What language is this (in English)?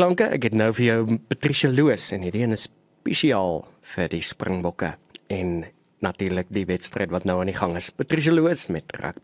Afrikaans